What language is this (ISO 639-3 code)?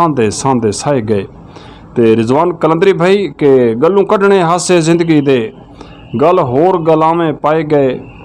skr